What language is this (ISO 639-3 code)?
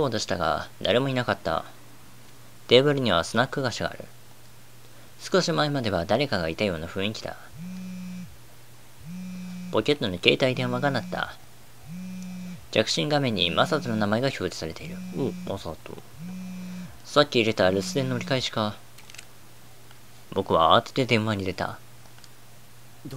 jpn